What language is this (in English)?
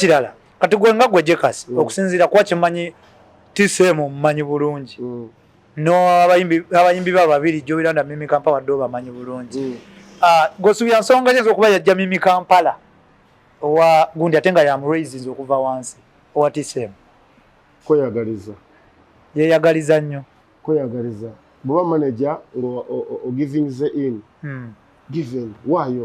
Ganda